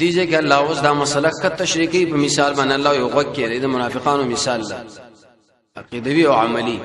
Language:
Pashto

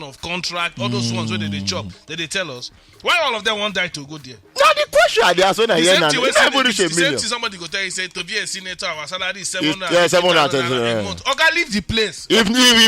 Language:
Nigerian Pidgin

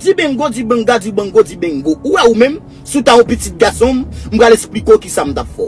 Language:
Haitian Creole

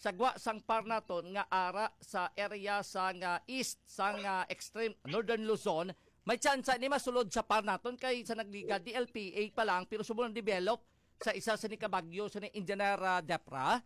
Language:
Hiligaynon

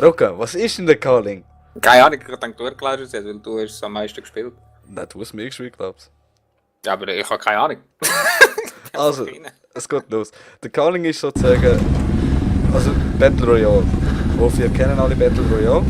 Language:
Swiss German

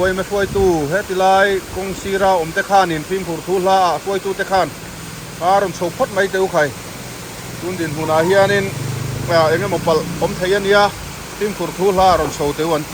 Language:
Mizo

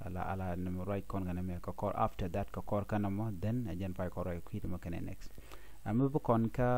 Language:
Nuer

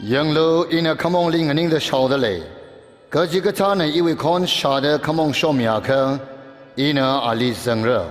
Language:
Tangkhul Naga (India)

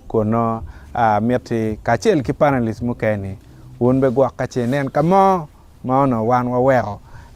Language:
Acoli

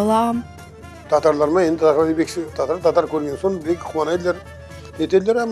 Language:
Crimean Tatar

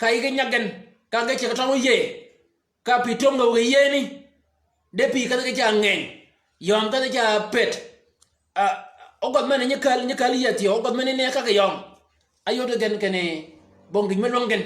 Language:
Shilluk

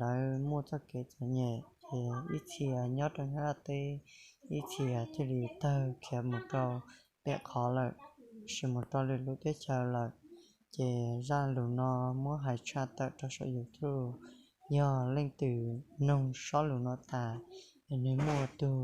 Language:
Hmong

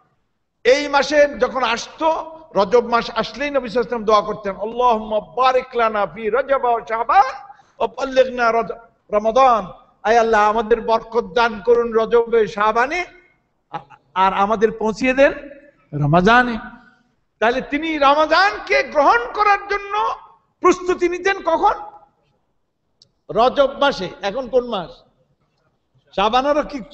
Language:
Bangla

